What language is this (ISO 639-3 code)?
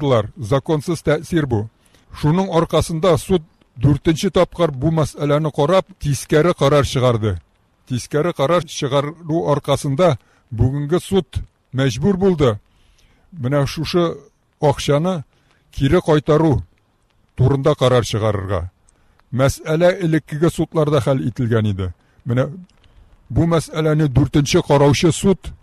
tat